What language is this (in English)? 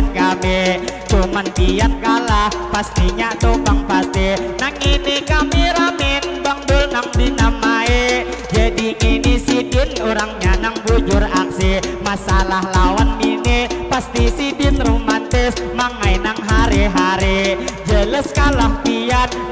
Banjar